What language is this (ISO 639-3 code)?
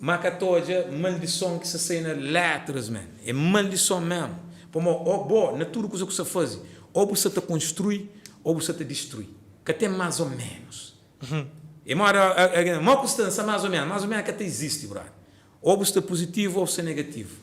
kea